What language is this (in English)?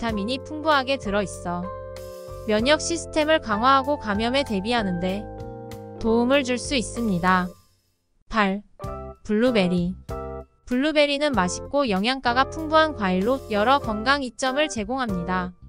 Korean